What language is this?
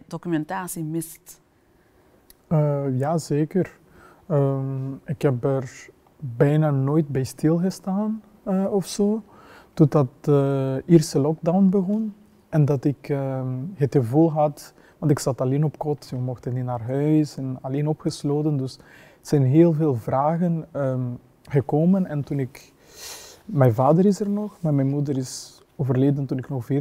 Dutch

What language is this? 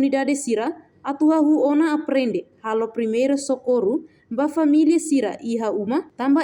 Tetum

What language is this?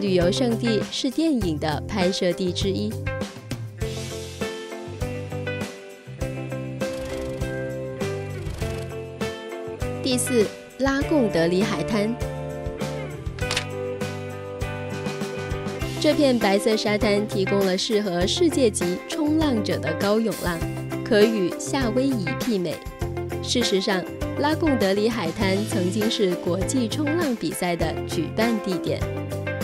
Chinese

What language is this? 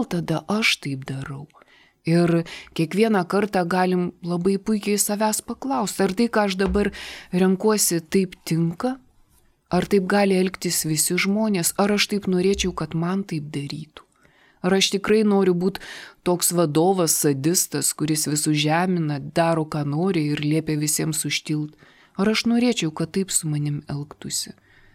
Lithuanian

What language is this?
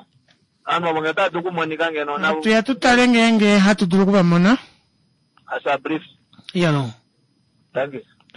Kuanyama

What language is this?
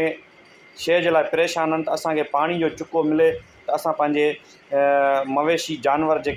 Sindhi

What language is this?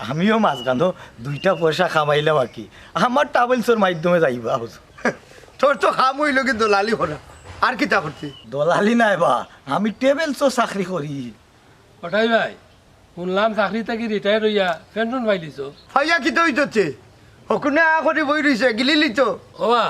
Sylheti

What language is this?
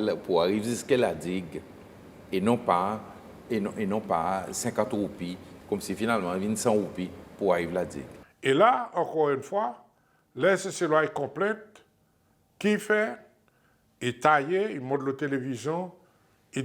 Seselwa Creole French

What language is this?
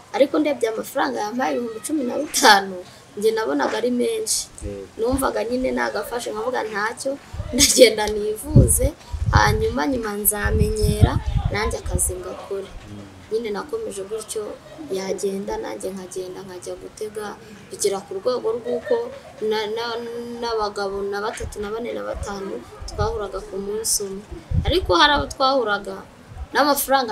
Kinyarwanda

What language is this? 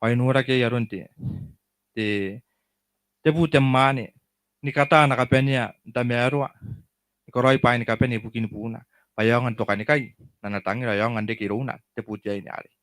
Gilbertese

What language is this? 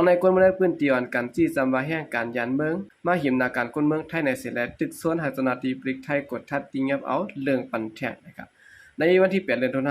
Shan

